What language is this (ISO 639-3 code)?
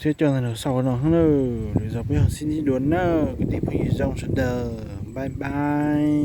hmn